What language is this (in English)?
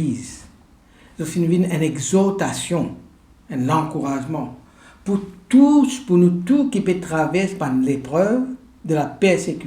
Morisyen